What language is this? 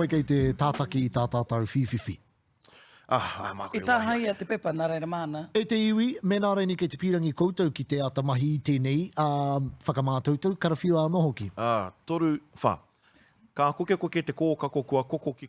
Māori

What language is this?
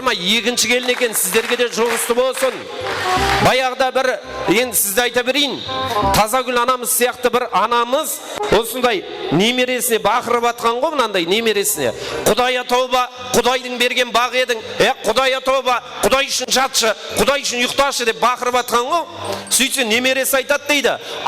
Kara-Kalpak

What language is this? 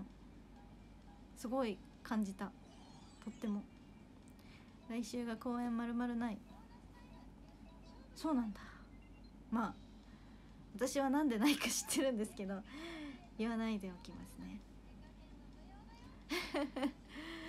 Japanese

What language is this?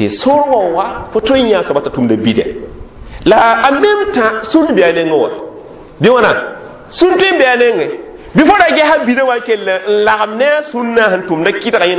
Mossi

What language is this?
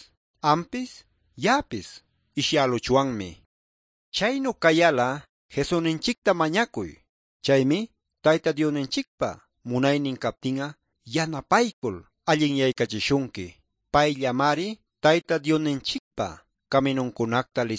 Ayacucho Quechua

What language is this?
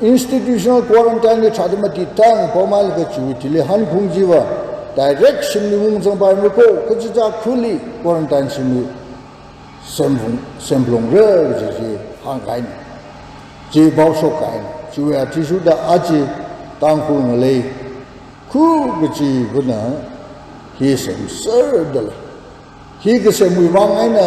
Tangkhul Naga (India)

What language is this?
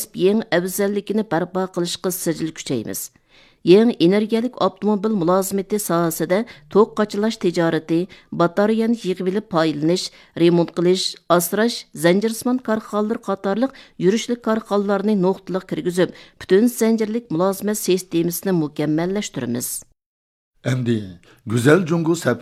Uyghur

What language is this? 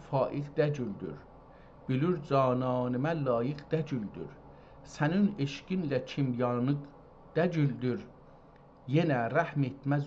South Azerbaijani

